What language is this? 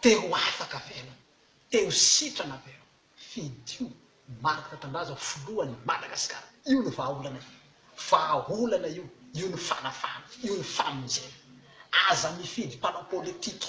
Malagasy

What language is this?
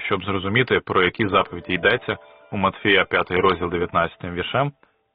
Ukrainian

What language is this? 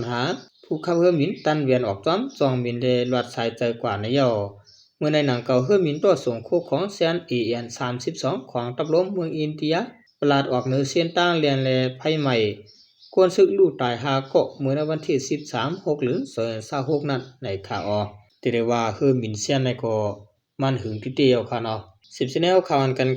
Shan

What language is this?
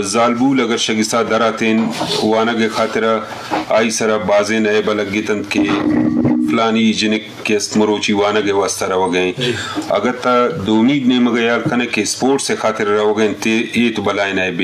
Eastern Balochi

